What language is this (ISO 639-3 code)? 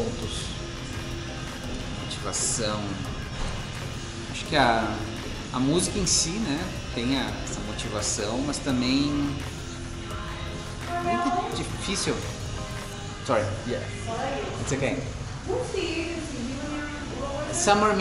por